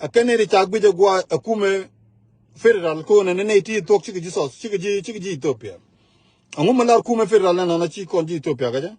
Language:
Nuer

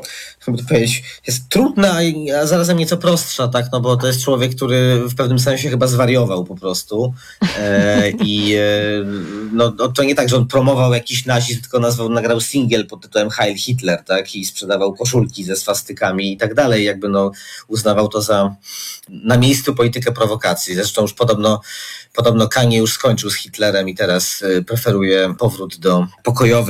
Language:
Polish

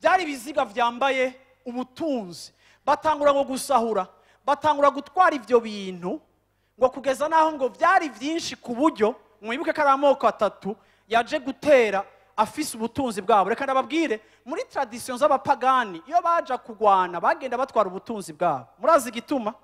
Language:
Rundi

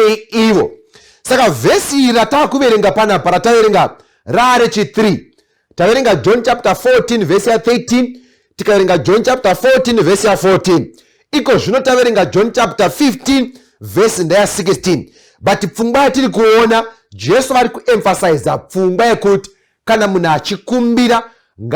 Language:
Shona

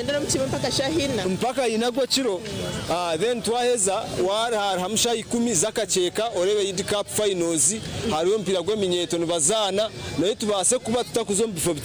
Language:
Nyankole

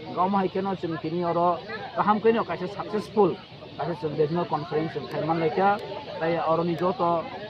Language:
Kok Borok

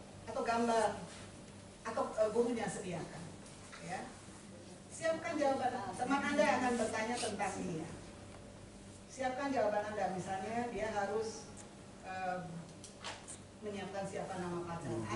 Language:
Indonesian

